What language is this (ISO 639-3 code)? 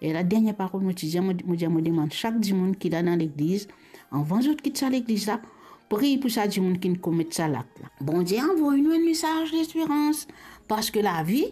mfe